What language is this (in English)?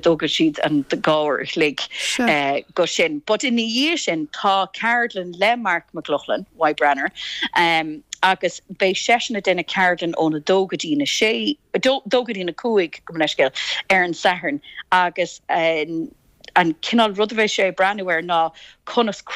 Irish